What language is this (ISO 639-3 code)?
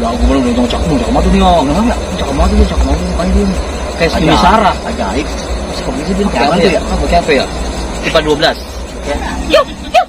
bew